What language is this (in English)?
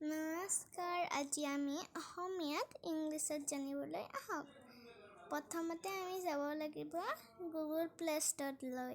Assamese